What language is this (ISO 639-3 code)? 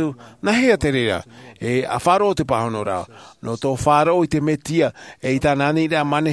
tah